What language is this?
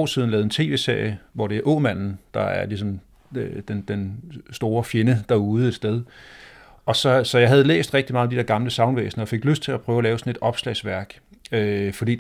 Danish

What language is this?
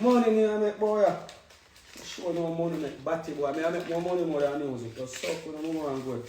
Jamaican Creole English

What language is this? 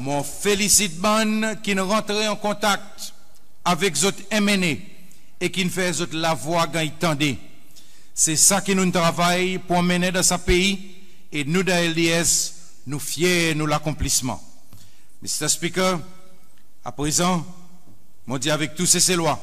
Seselwa Creole French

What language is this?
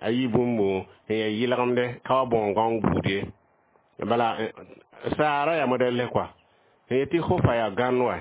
Mossi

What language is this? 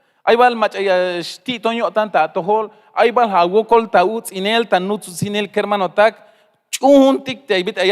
Tzeltal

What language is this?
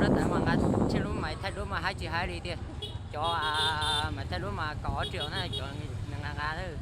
Hmong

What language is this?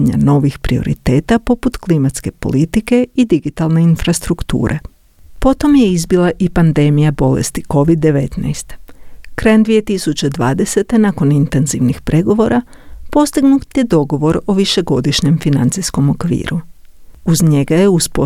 Croatian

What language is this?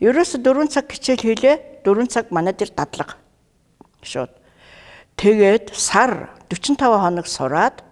Mongolian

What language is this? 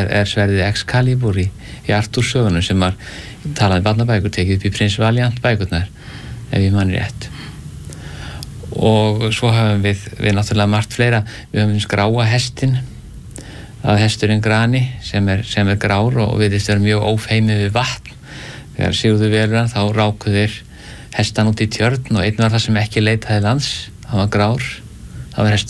Icelandic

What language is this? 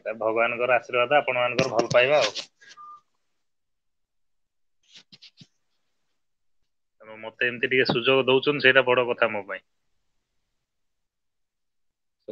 Odia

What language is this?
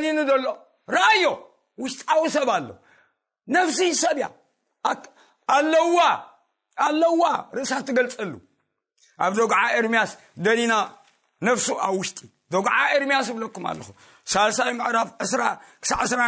Tigrinya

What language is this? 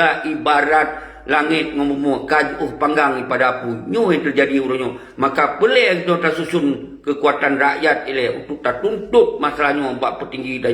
Achinese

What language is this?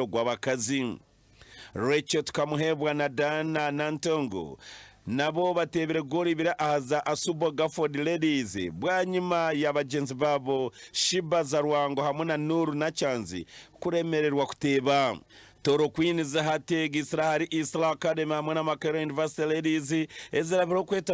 Nyankole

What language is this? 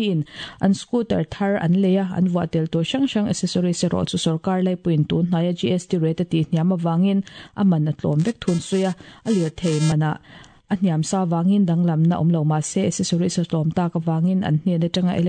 Mizo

